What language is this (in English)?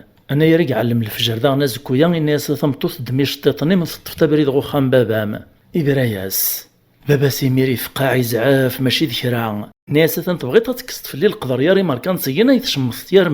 Kabyle